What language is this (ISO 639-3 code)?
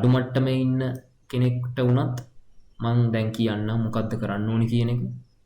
sin